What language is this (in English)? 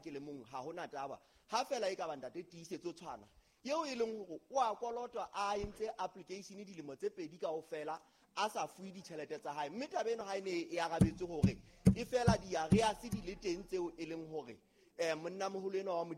Southern Sotho